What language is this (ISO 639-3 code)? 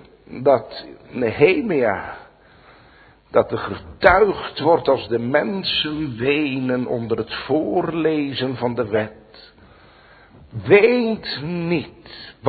nld